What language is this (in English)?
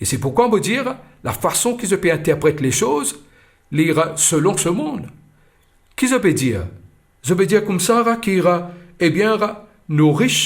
Morisyen